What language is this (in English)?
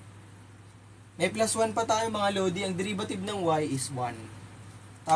Filipino